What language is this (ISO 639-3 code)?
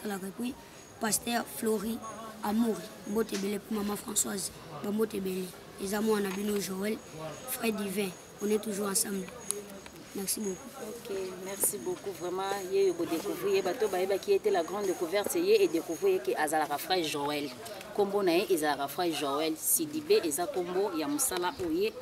lin